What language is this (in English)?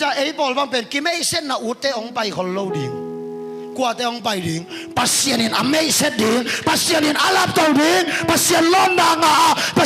Tedim Chin